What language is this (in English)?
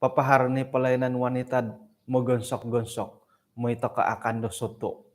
Central Dusun